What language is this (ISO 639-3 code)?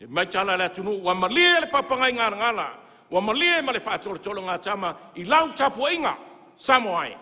smo